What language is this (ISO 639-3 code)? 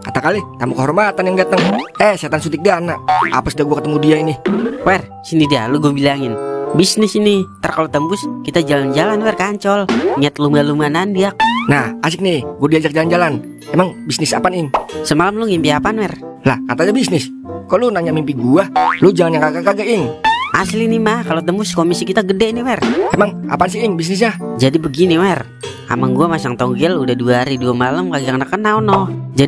bew